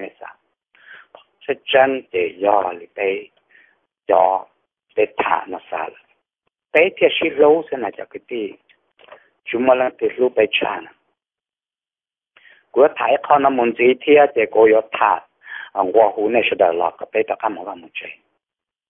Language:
Vietnamese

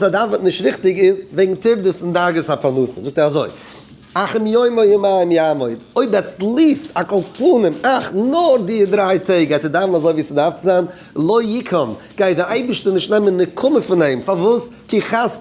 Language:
Yiddish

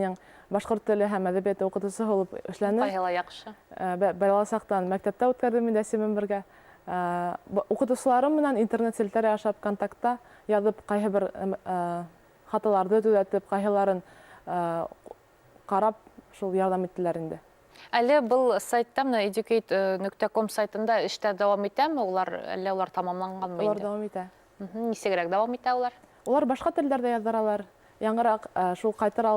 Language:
Bashkir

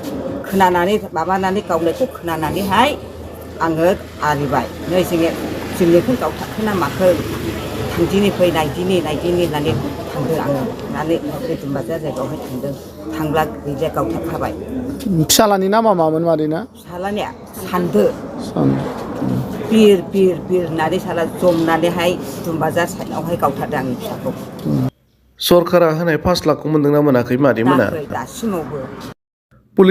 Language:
Bodo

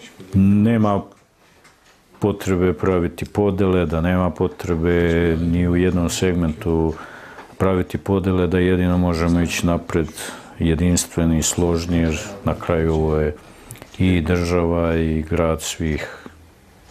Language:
Serbian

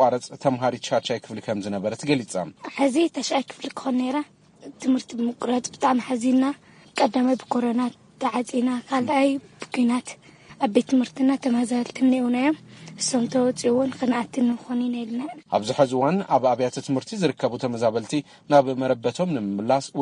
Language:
Tigrinya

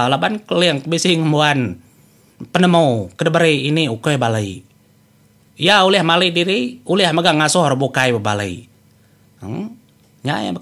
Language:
Iban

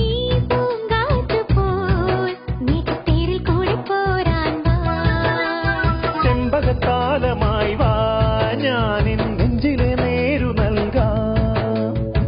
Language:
Malayalam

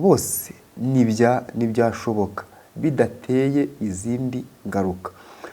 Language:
Kinyarwanda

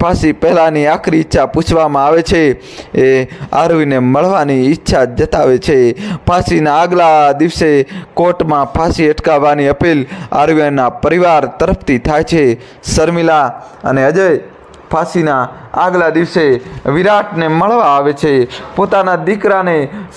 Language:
Gujarati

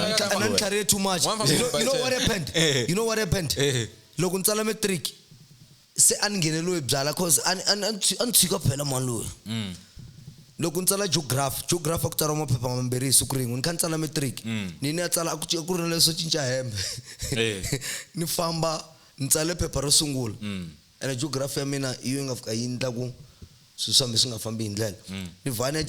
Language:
Tsonga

